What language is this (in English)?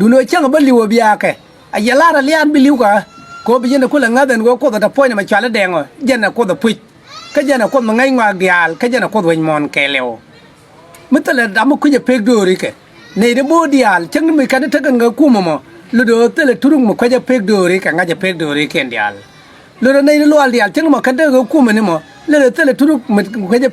Nuer